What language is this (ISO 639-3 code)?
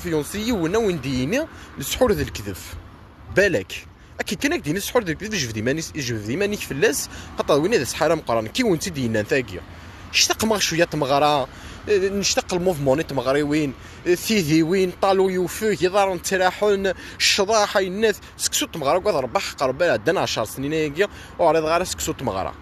kab